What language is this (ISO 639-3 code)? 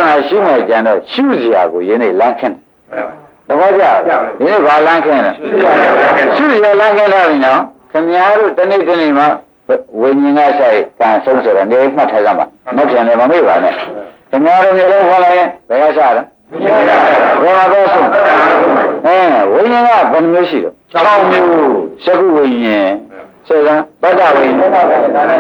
mya